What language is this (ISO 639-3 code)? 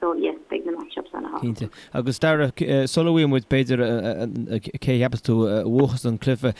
gle